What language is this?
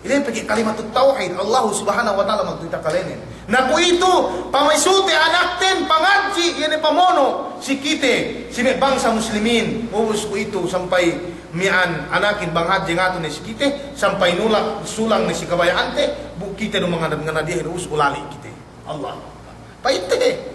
Yakan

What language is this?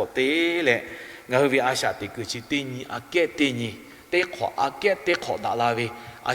Lahu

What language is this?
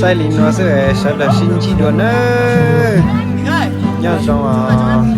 Hmong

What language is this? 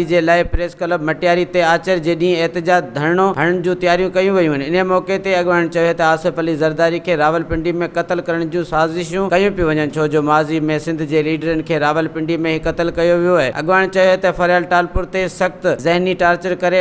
Sindhi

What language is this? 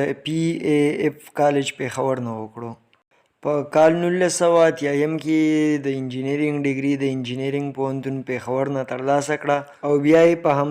Pashto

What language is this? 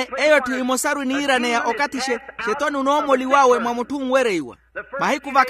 Makhuwa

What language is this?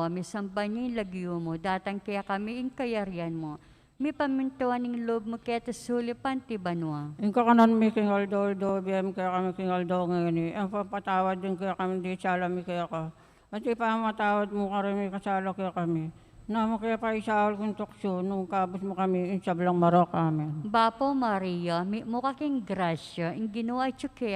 Pampanga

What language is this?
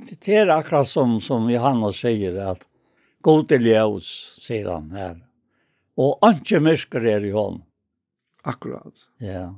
Faroese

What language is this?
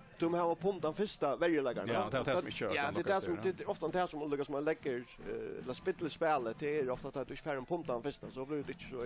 Faroese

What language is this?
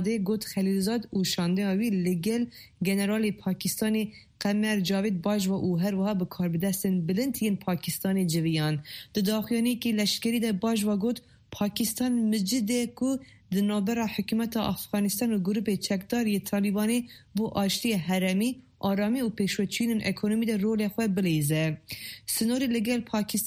Kurdish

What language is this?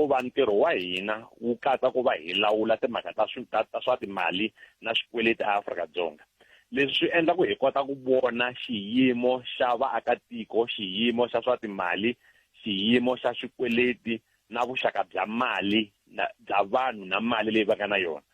Tsonga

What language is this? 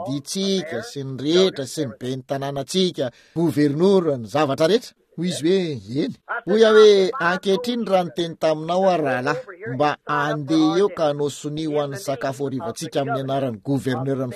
Malagasy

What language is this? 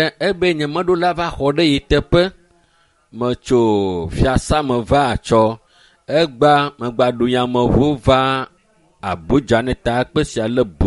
Ewe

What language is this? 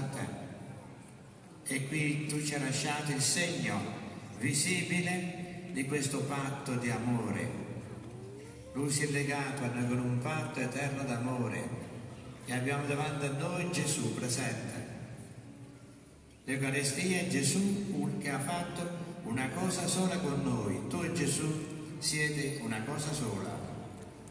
Italian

